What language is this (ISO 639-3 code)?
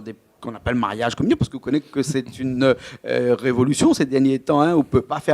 rcf